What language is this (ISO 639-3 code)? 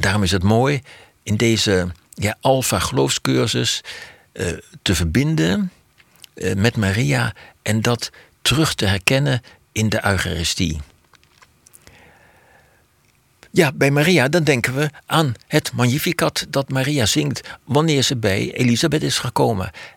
nld